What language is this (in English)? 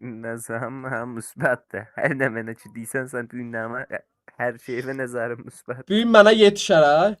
South Azerbaijani